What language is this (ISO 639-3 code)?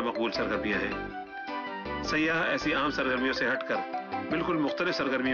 urd